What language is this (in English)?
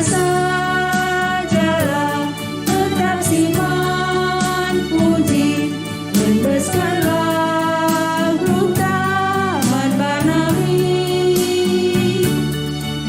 Batak Karo